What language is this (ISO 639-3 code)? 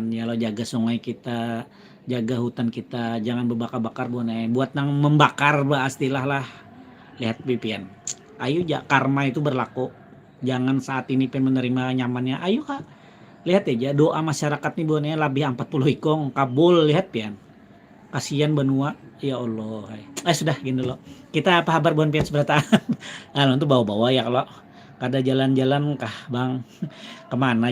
bjn